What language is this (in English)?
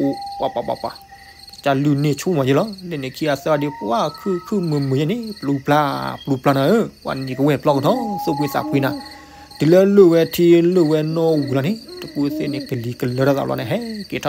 S'gaw Karen